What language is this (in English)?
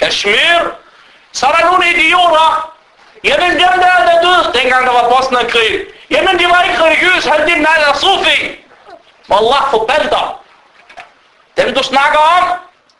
Danish